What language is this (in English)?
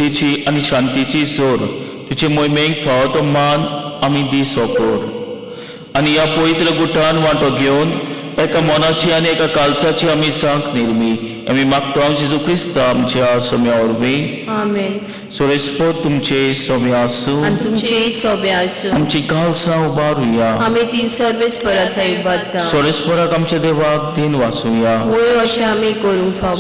Konkani